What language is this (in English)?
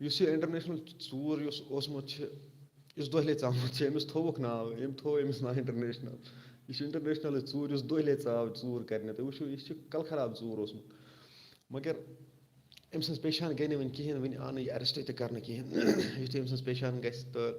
Kashmiri